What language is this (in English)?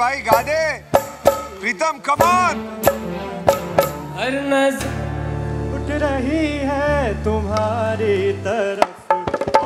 Hindi